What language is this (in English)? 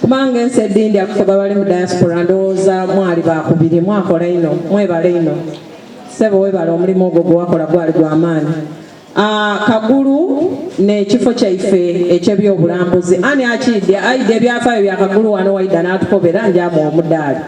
Soga